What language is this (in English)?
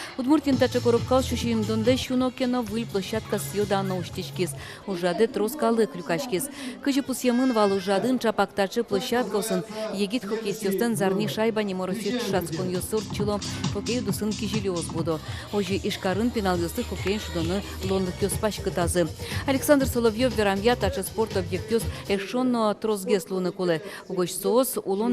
Udmurt